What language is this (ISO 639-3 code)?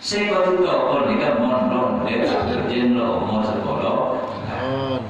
mad